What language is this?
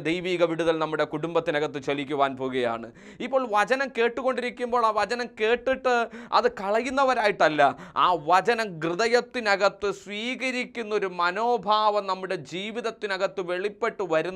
Malayalam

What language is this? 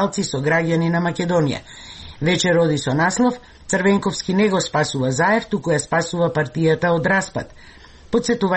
Macedonian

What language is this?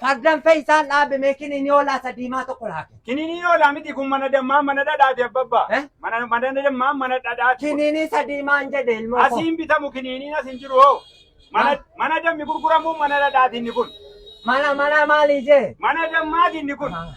Oromo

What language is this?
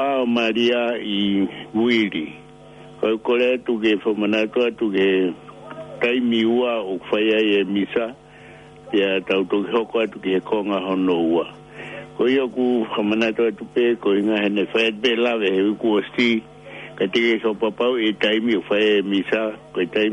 Tongan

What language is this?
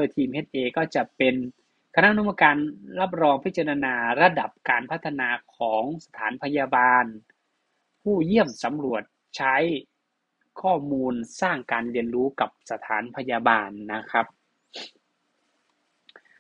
Thai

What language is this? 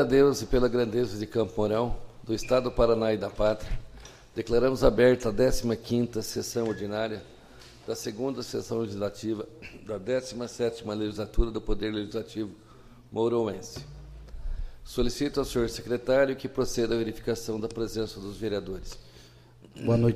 Portuguese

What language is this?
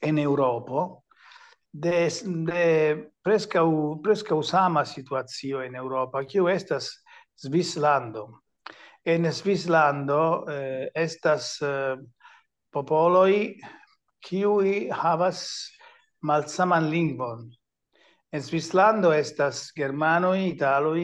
Esperanto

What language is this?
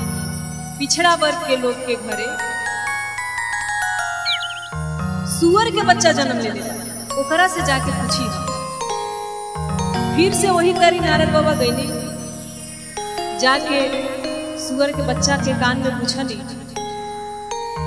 Bhojpuri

